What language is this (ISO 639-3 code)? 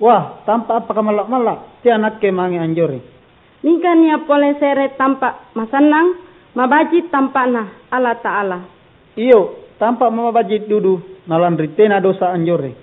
mak